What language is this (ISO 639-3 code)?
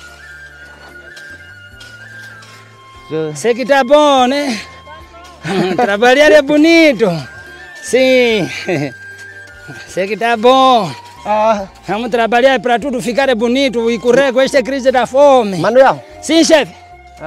por